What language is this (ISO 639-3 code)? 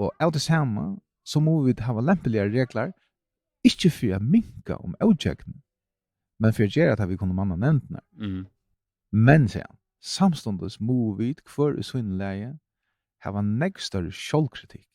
fao